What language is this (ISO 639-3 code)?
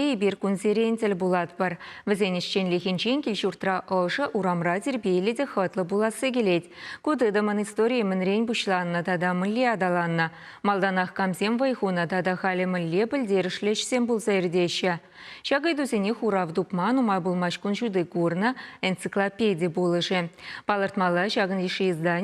chv